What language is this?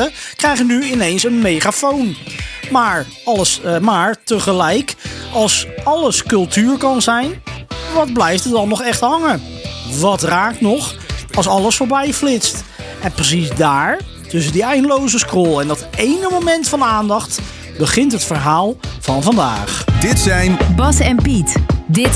Dutch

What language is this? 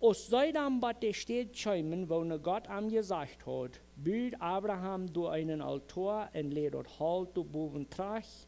Plautdietsch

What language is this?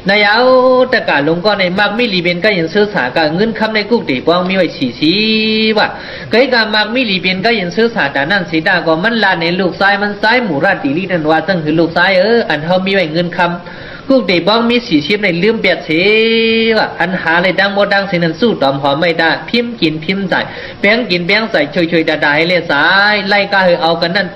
Shan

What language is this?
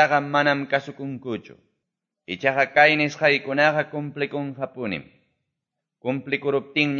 Quechua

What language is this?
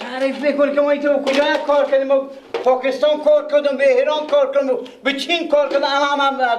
Persian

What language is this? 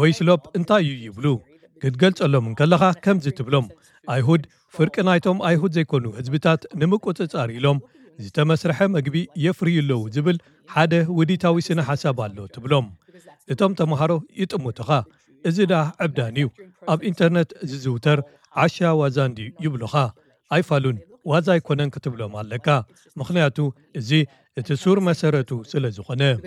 Tigrinya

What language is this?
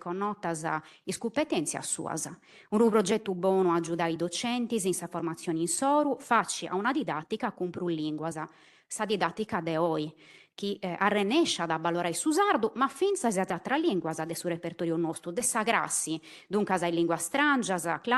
Sardinian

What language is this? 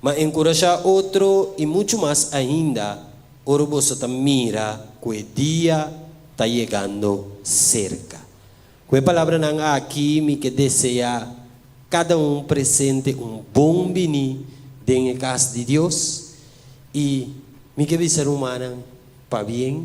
Papiamento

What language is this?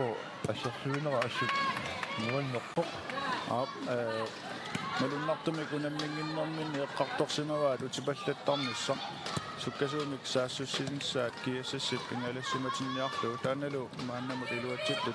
Kalaallisut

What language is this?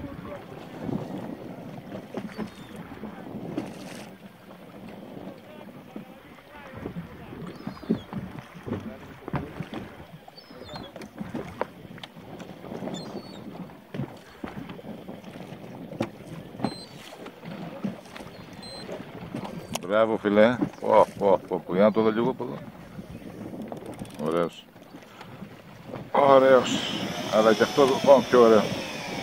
Greek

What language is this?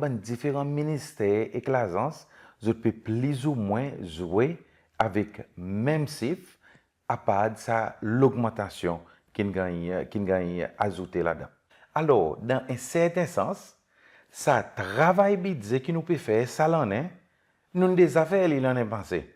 Seselwa Creole French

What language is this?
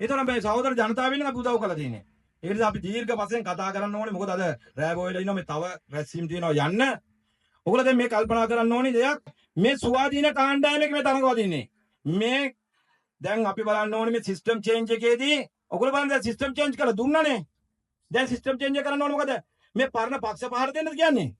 Sinhala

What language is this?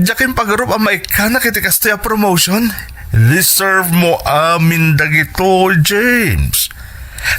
Iloko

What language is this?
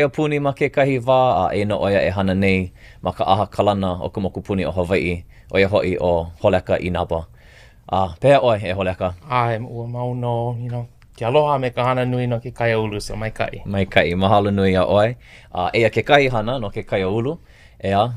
Hawaiian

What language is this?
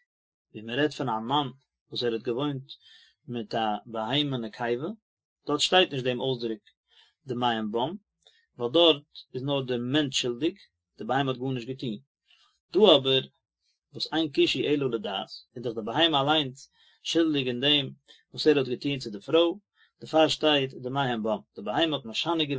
Yiddish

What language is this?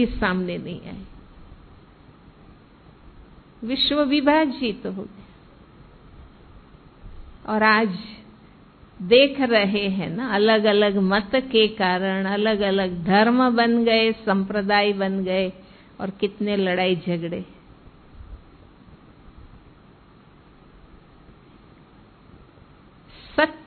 Hindi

